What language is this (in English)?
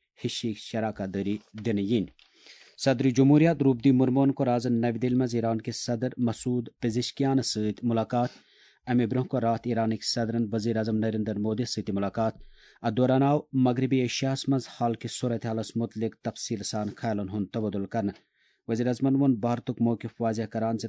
Kashmiri